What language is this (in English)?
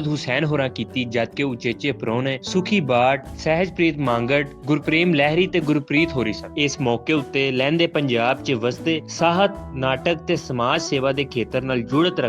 Western Panjabi